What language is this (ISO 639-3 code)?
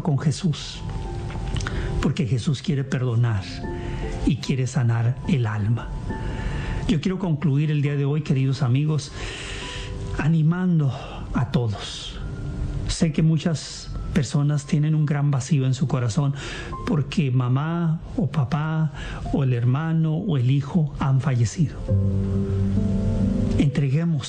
spa